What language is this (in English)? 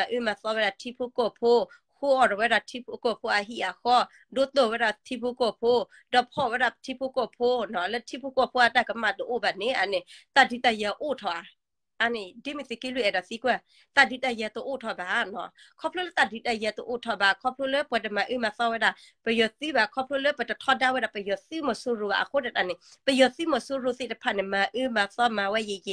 S'gaw Karen